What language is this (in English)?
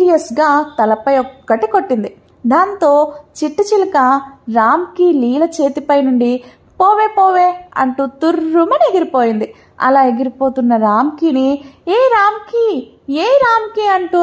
Telugu